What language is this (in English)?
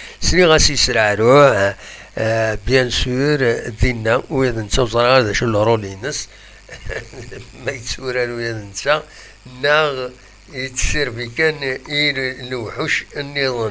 Kabyle